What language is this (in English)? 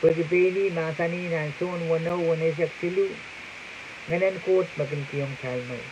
Pohnpeian